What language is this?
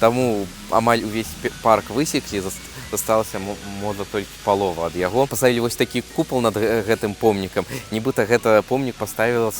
Belarusian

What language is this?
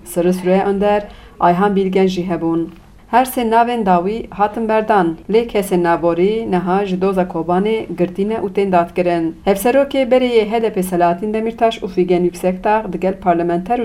Kurdish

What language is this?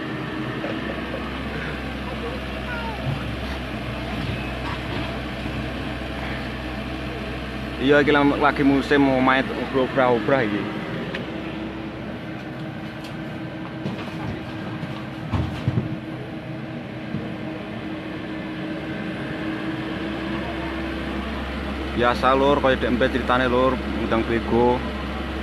Javanese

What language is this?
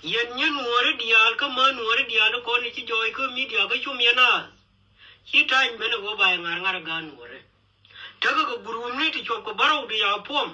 Nuer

